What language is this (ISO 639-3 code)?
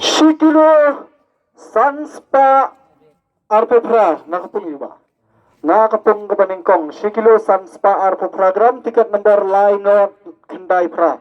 kha